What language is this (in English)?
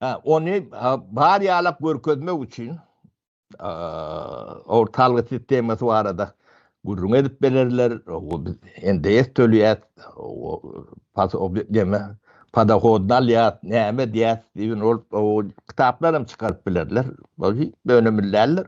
Turkmen